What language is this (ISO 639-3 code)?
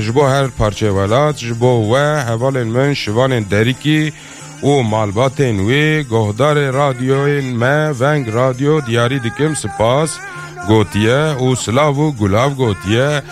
kur